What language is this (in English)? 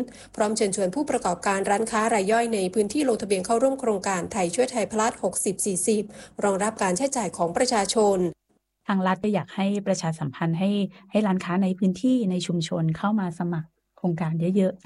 Thai